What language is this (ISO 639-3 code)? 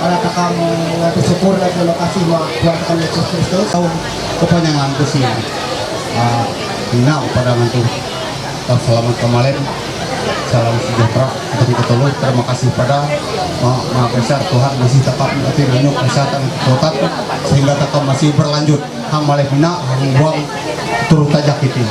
mhy